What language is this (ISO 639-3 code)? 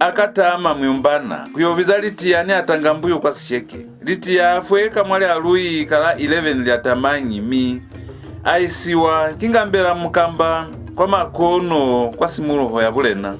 loz